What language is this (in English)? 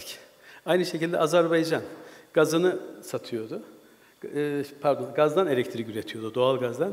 Turkish